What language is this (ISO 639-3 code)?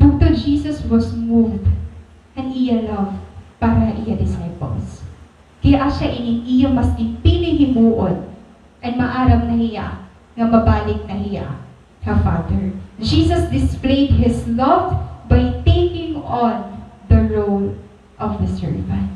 war